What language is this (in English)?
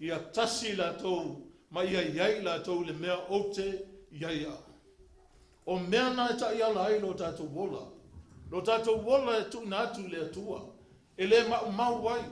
Samoan